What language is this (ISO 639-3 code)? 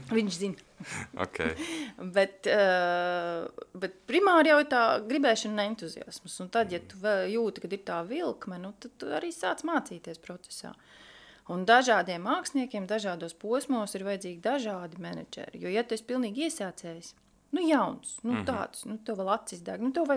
lav